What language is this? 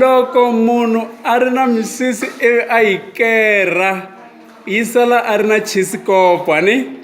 Tsonga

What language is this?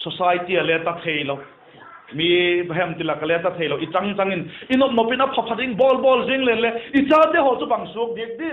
Vaiphei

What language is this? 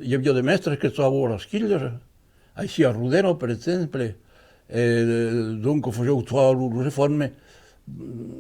Occitan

